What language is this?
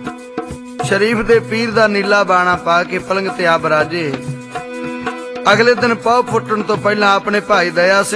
Punjabi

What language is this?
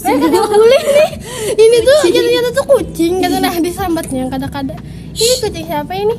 Banjar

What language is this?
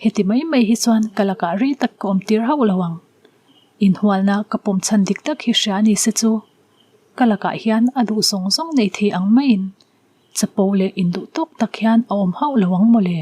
Mizo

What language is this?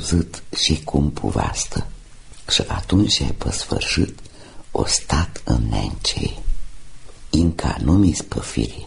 Romanian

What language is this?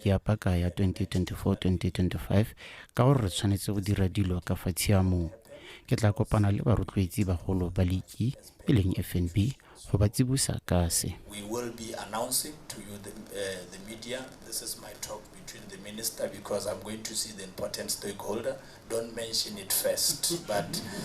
Tswana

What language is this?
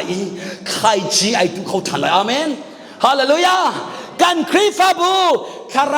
Hakha Chin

